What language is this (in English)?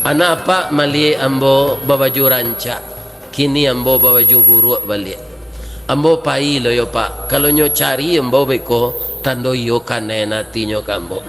Minangkabau